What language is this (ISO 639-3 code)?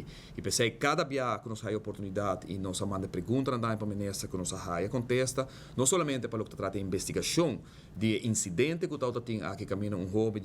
pap